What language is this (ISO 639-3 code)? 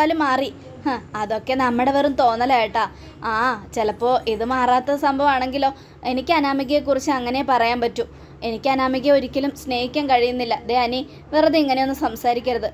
mal